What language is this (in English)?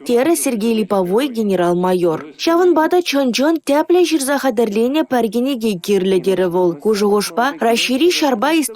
Chuvash